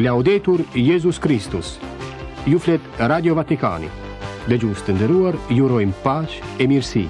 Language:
Albanian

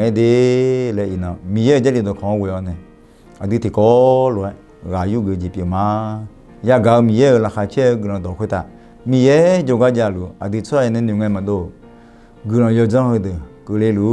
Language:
Akha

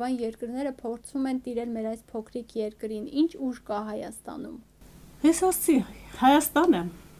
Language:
Armenian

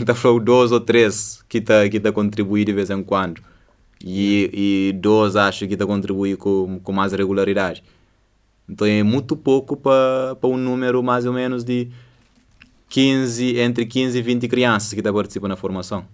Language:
Kabuverdianu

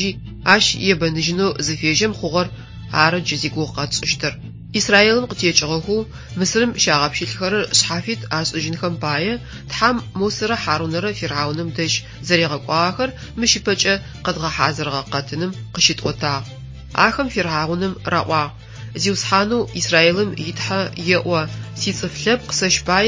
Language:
Adyghe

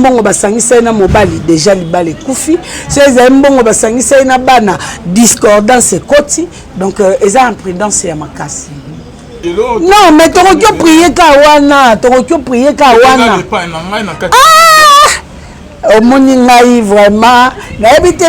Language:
Lingala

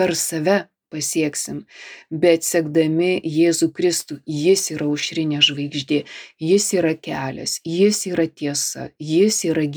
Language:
Lithuanian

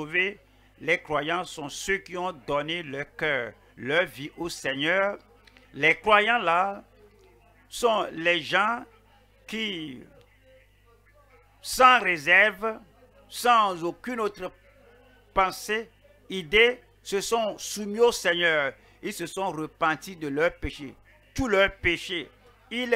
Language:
French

